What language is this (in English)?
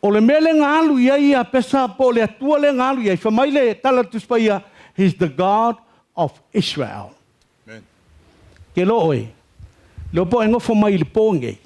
Samoan